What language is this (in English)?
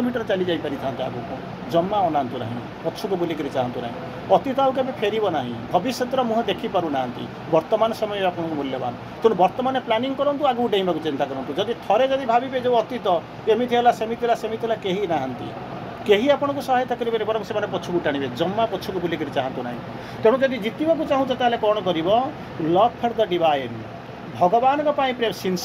Odia